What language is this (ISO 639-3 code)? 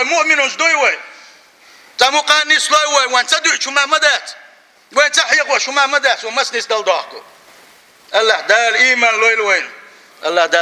che